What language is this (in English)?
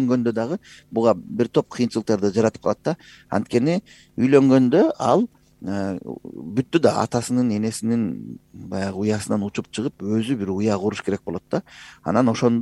Kyrgyz